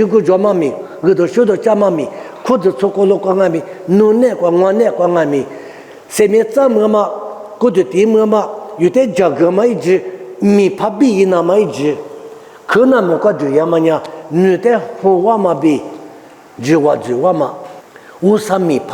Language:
Lisu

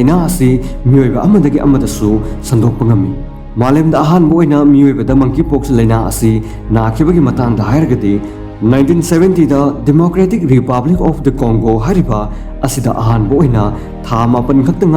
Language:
Manipuri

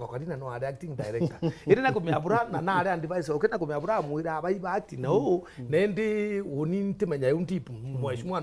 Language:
Meru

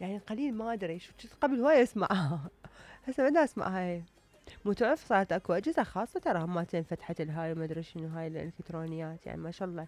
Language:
Mesopotamian Arabic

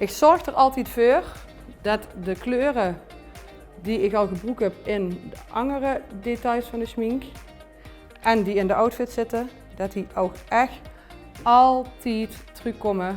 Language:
Limburgish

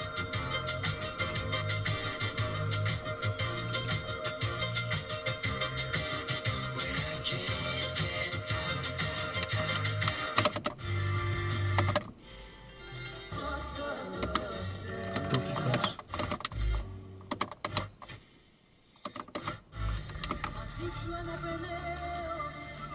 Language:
Greek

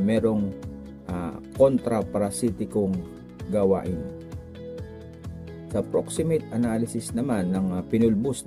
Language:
Filipino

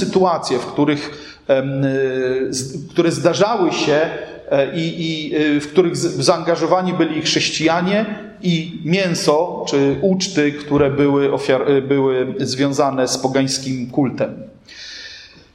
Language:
Polish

